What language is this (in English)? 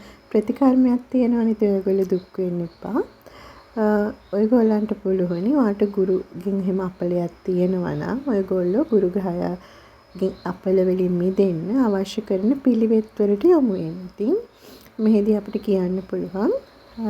Sinhala